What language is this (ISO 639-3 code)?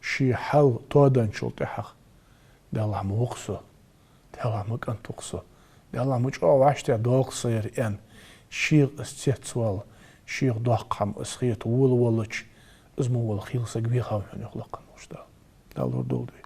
inh